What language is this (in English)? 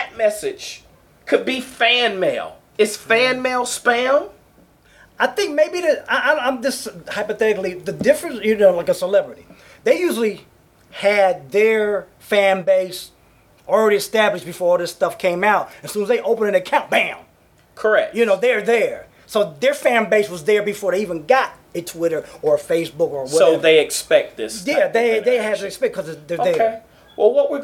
English